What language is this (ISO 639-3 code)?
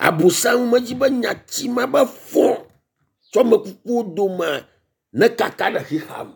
ewe